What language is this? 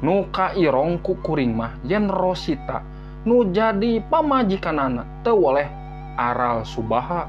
Sundanese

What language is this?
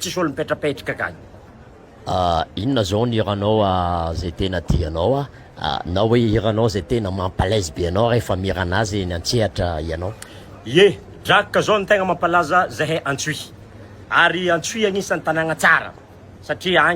Malagasy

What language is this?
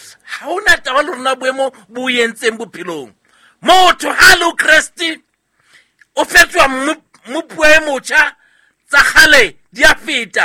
Southern Sotho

